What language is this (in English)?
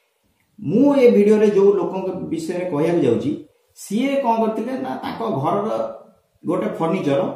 Odia